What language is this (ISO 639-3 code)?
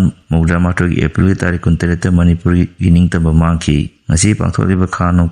mni